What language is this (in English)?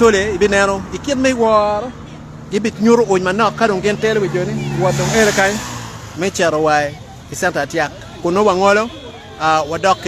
Acoli